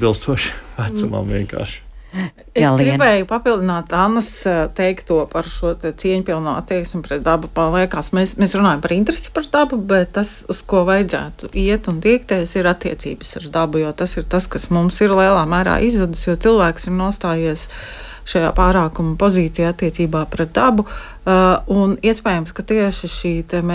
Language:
Latvian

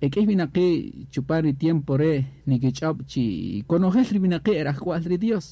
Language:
Kaqchikel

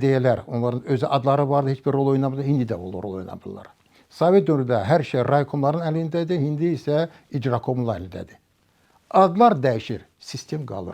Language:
Azerbaijani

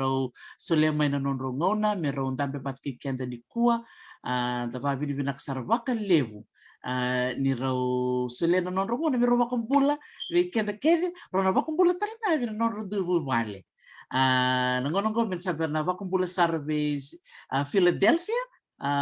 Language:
Fijian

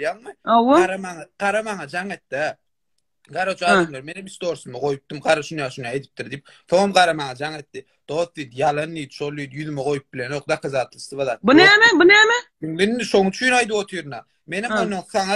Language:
Turkmen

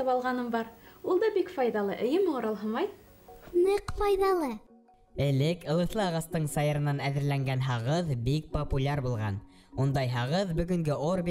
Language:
Bashkir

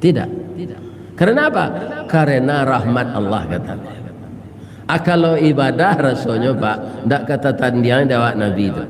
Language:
Minangkabau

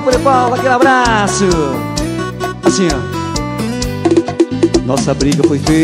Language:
Portuguese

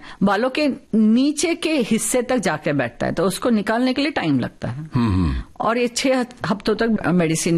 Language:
Hindi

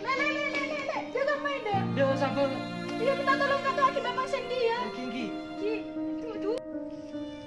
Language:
Madurese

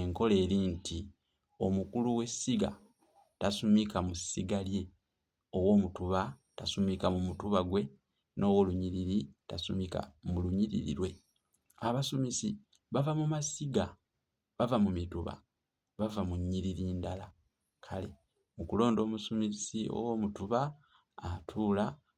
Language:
Ganda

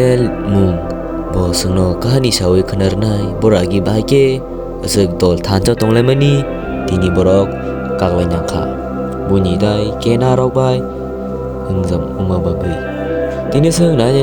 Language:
Kok Borok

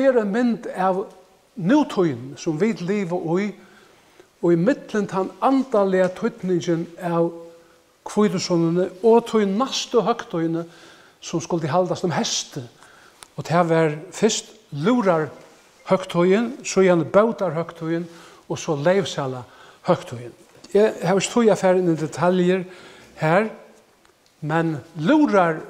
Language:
Faroese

